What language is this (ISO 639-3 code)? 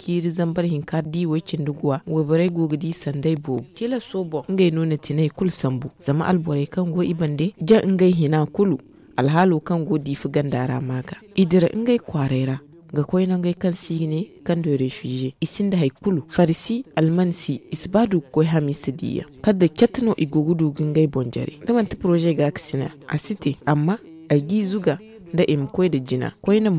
dje